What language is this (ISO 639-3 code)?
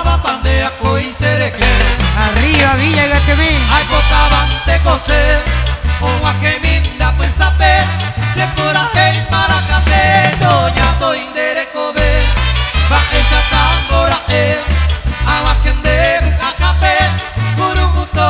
grn